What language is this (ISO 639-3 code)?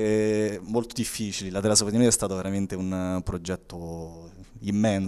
ita